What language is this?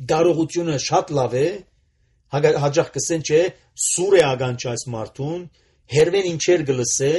Armenian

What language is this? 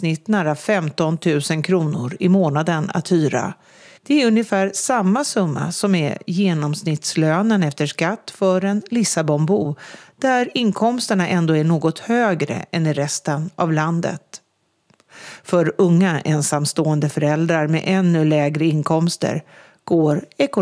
Swedish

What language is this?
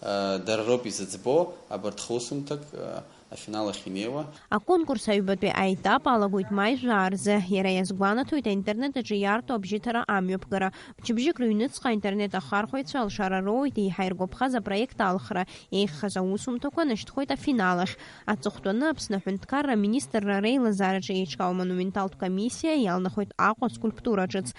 Abkhazian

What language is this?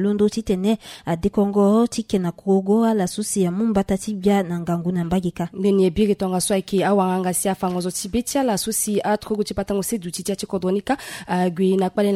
Sango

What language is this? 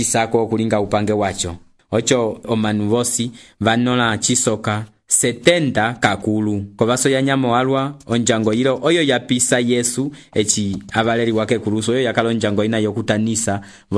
Umbundu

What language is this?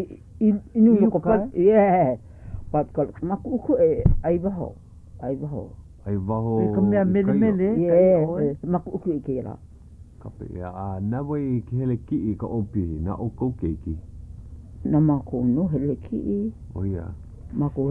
Hawaiian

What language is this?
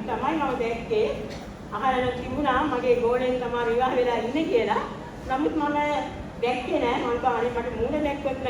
Sinhala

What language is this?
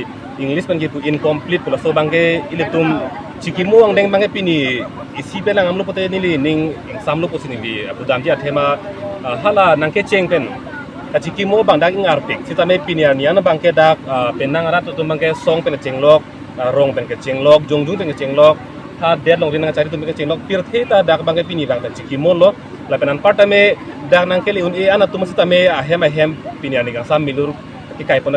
Karbi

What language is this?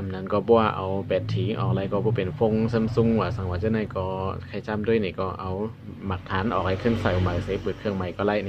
Shan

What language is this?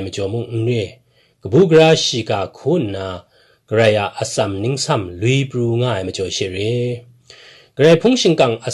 Kachin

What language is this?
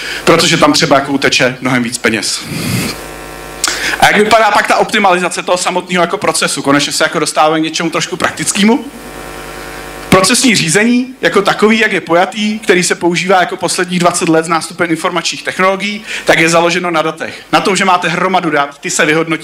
Czech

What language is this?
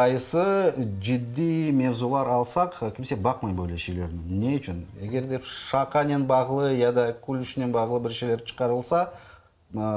Crimean Tatar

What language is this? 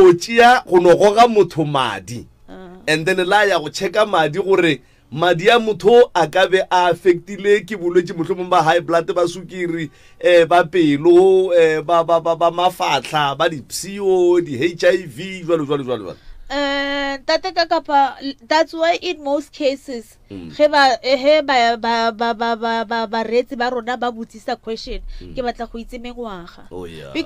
Northern Sotho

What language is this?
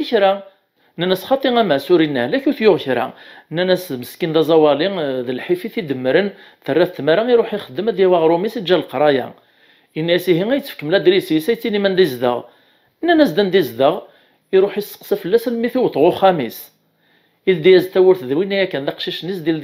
Kabyle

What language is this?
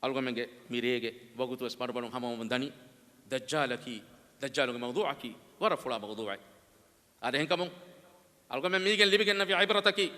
Divehi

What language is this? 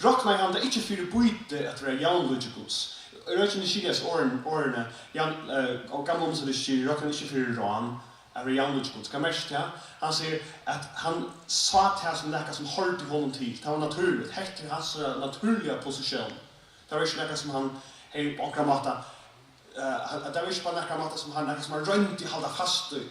Faroese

